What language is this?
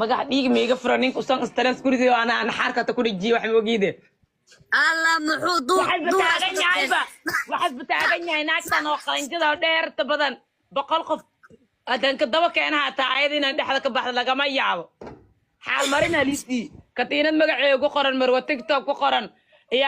Somali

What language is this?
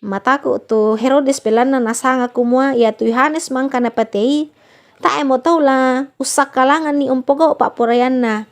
Toraja-Sa'dan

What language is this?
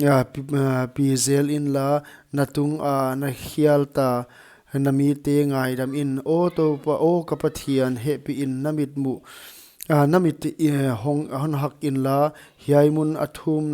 Paite Chin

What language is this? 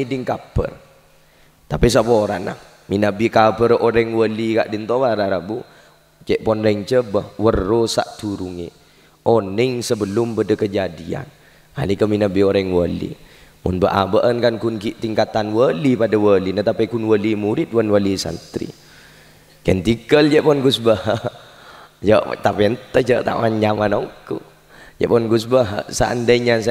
Madurese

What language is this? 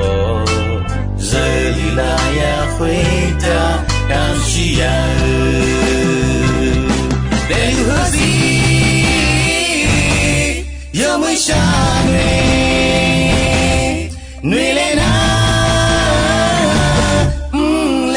Akha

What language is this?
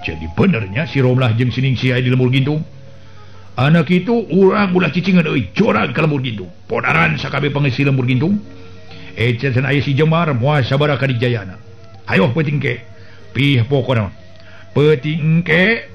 Sundanese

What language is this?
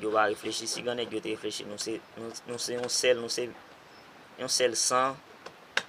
Haitian Creole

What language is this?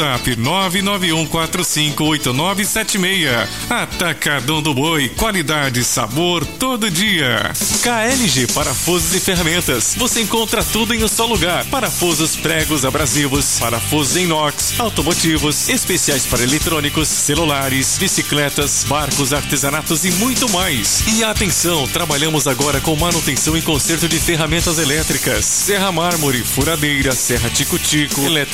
Portuguese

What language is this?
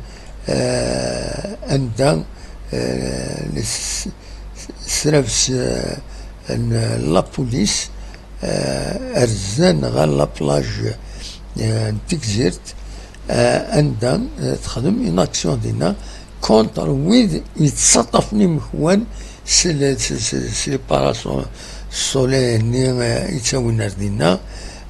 Kabyle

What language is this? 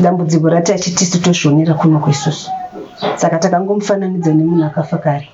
Shona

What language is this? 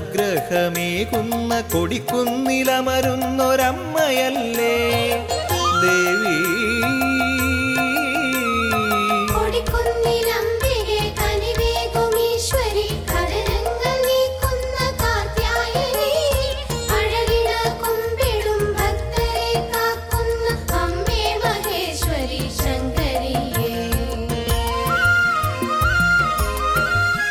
Malayalam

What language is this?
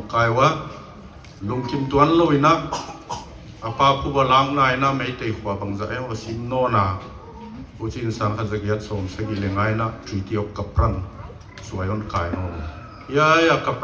Paite Chin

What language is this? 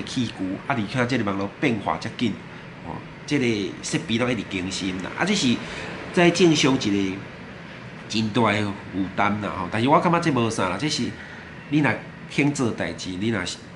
Min Nan Chinese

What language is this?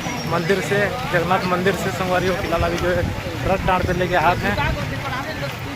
Chhattisgarhi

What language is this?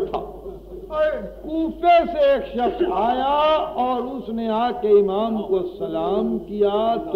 Urdu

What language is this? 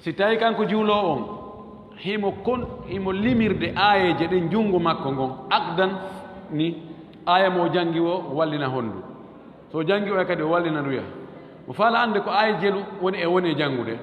Fula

